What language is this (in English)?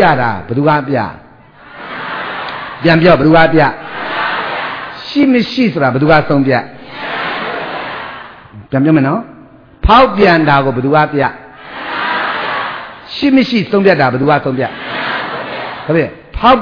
Burmese